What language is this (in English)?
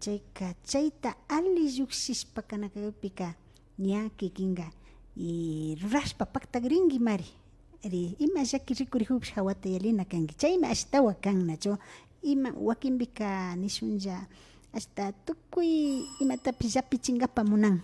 Imbabura Highland Quichua